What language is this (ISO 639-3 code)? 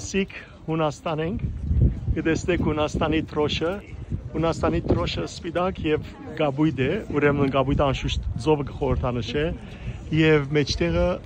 hyw